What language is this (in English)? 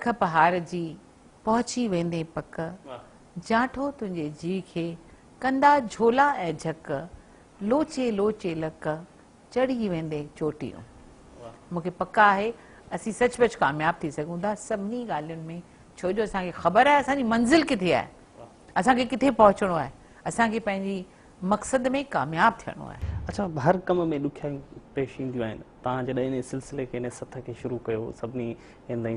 Sindhi